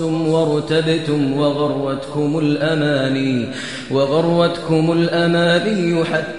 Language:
Kashmiri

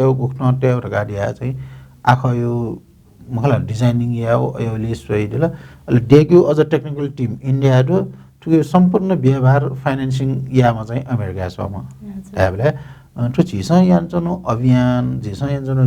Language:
Newari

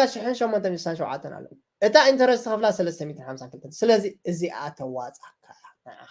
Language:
Tigrinya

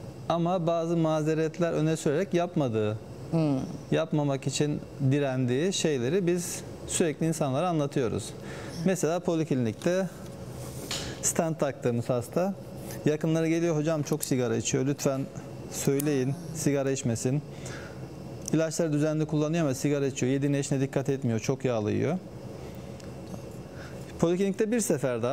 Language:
Turkish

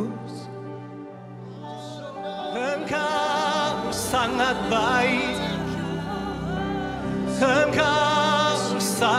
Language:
Indonesian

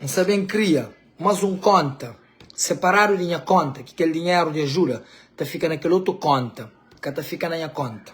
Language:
Kabuverdianu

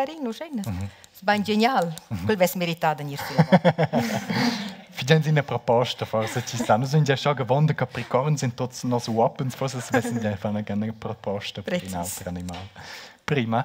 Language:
Romansh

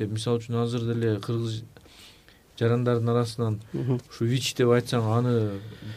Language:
Kyrgyz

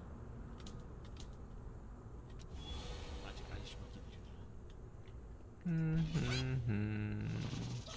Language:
Chinese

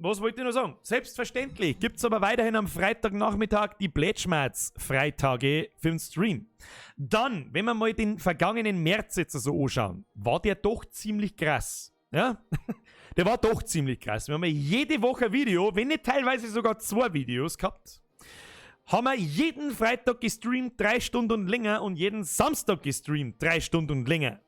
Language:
Bavarian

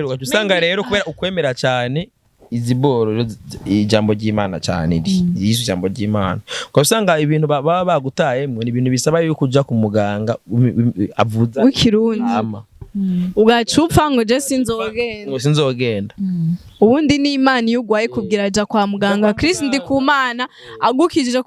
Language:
Rundi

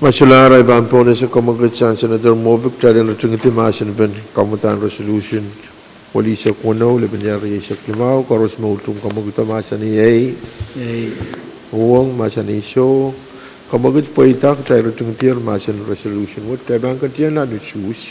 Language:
Pohnpeian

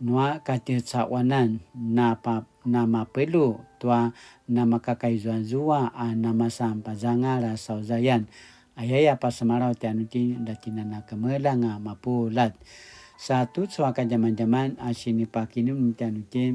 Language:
Paiwan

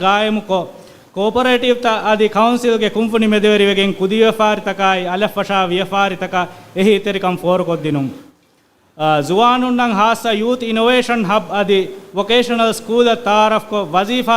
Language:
Divehi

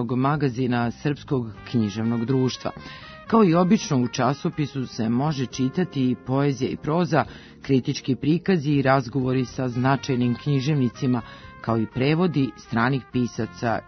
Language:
Serbian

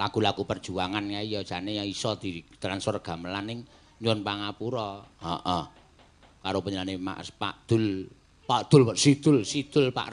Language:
Javanese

